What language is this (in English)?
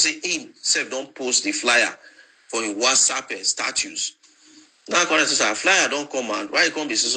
Nigerian Pidgin